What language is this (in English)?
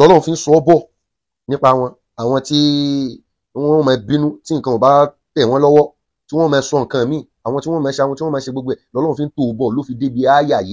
Yoruba